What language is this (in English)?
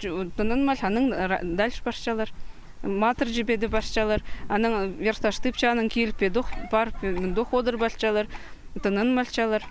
Khakas